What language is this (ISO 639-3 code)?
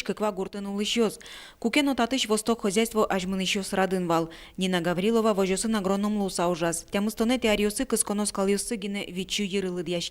udm